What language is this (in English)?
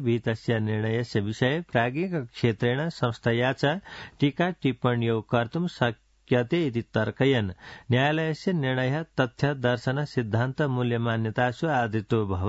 Sanskrit